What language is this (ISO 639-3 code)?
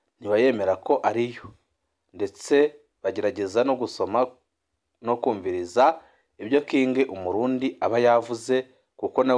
run